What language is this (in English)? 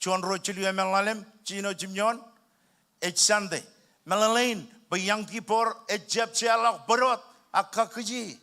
Marshallese